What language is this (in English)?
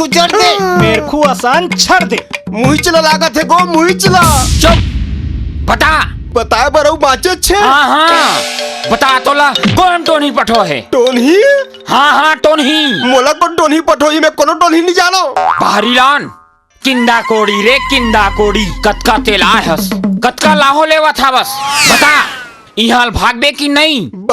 Chhattisgarhi